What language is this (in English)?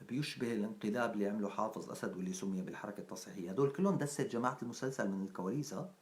North Levantine Arabic